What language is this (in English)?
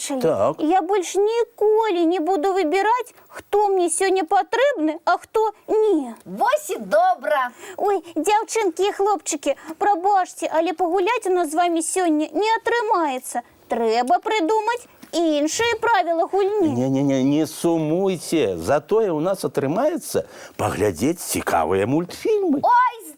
Belarusian